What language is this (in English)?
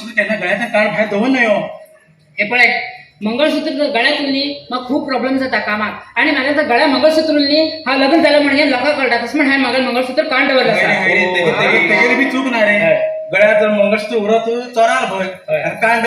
Konkani